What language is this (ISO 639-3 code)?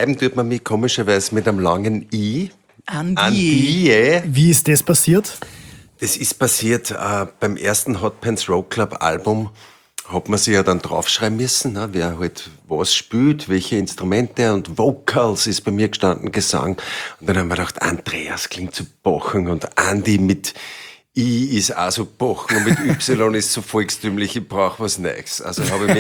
deu